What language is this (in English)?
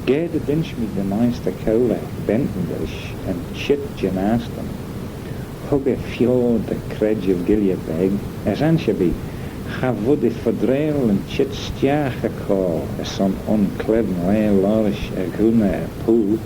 Manx